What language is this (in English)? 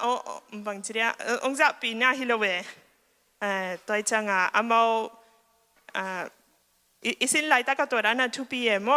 Tedim Chin